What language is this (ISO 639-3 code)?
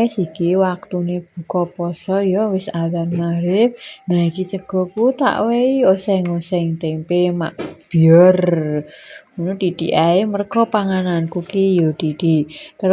jav